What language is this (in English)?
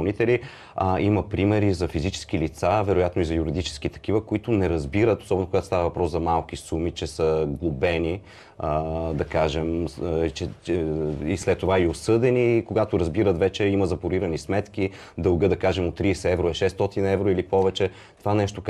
Bulgarian